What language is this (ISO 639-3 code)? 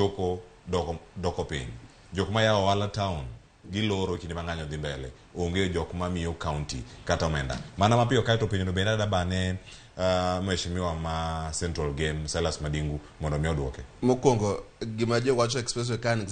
luo